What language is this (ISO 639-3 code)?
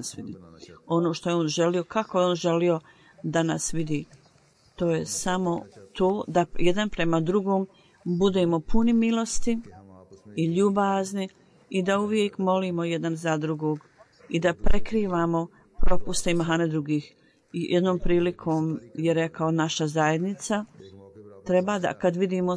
bos